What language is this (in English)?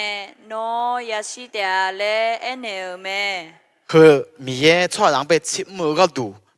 Akha